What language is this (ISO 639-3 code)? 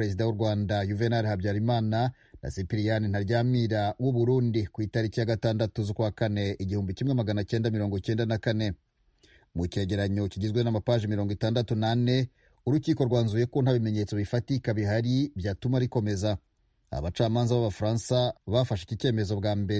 kin